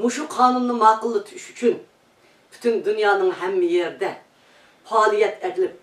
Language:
Uyghur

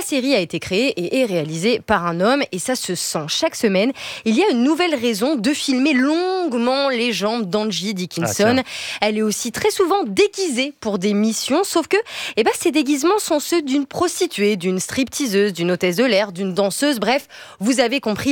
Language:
French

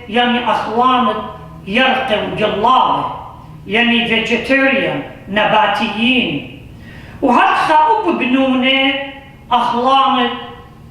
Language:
Assyrian Neo-Aramaic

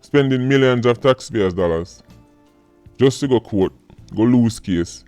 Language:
Jamaican Creole English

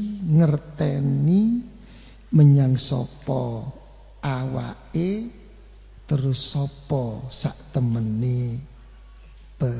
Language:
Javanese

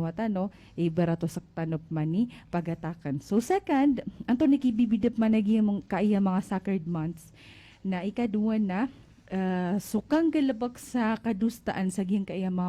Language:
Maranao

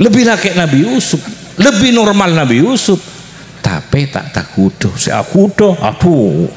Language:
Madurese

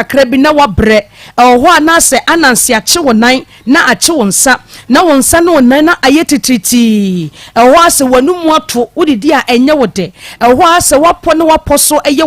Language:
Akan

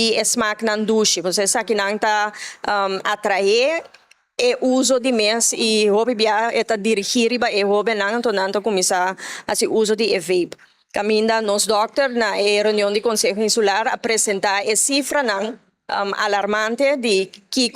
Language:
Papiamento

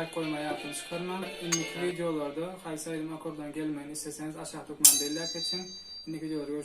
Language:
Turkmen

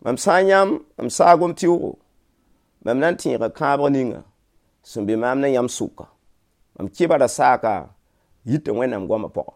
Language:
Mossi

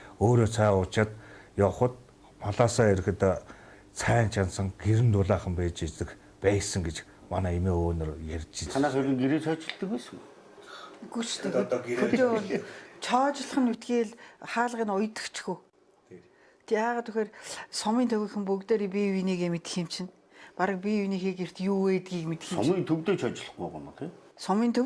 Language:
Mongolian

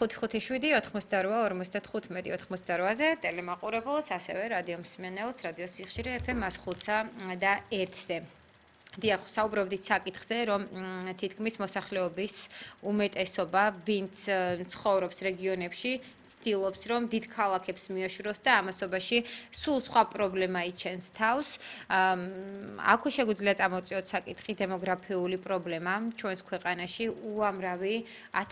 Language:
Georgian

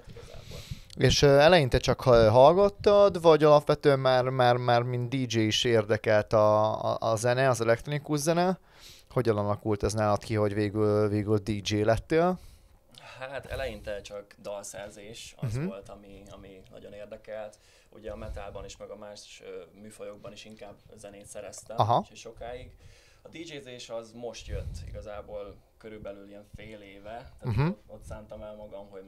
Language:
Hungarian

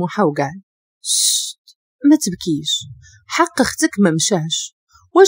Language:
Moroccan Arabic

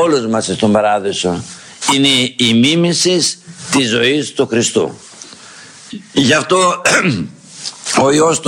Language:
Greek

